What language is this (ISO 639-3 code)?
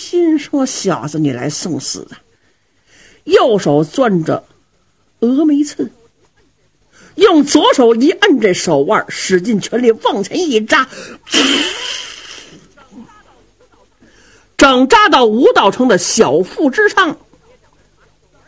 zho